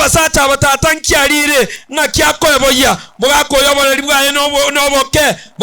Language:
Gusii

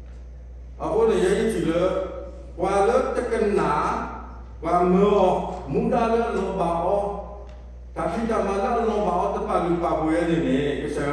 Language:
S'gaw Karen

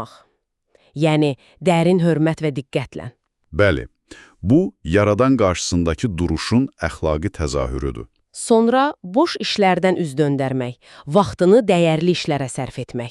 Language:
Azerbaijani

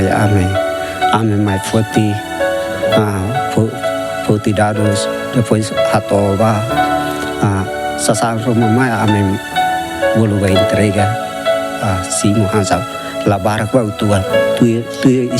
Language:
Tetum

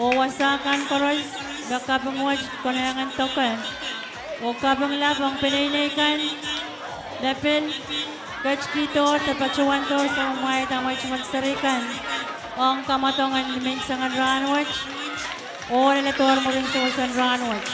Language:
Pohnpeian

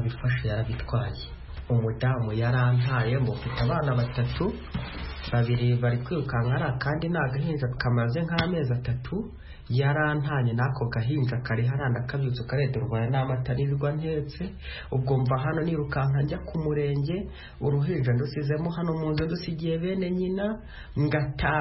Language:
Kinyarwanda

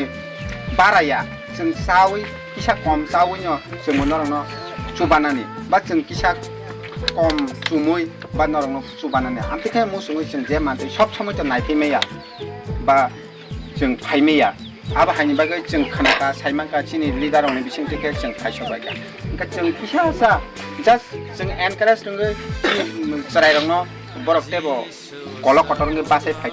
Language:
Kok Borok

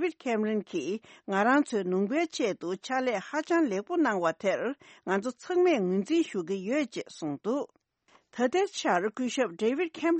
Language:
Tibetan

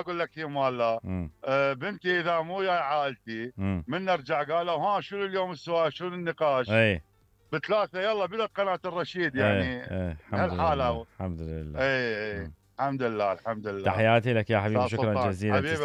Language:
Mesopotamian Arabic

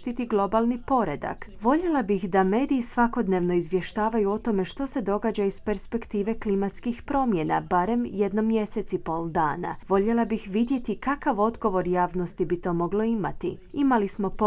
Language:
Croatian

